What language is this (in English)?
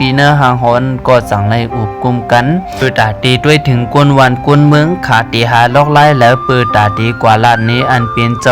Shan